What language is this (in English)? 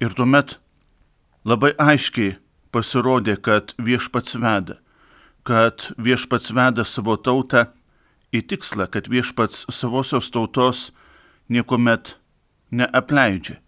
Lithuanian